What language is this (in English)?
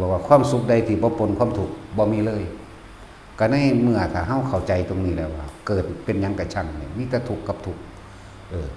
Northeastern Thai